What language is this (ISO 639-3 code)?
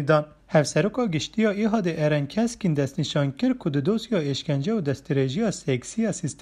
kur